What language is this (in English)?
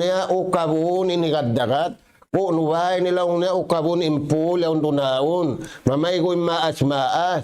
Tausug